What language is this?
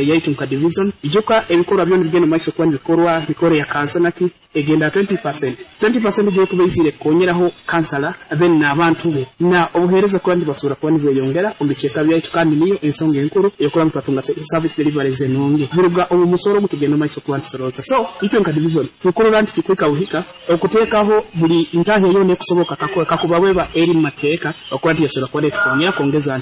Nyoro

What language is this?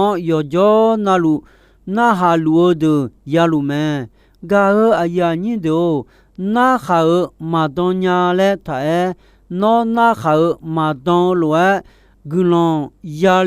Akha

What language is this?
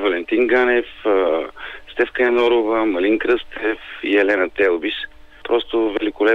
Bulgarian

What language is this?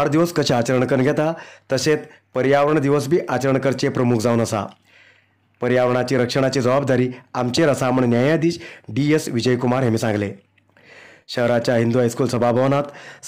Konkani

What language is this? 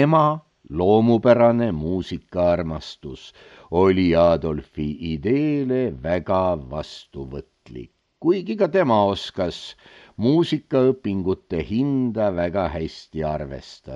Estonian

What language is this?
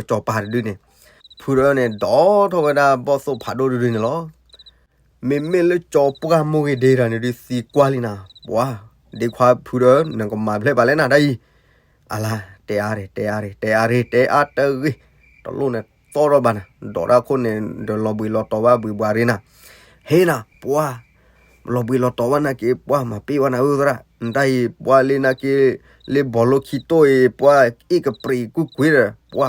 S'gaw Karen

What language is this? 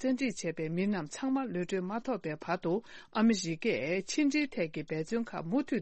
Tibetan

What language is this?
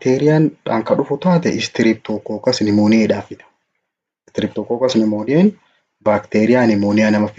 Oromo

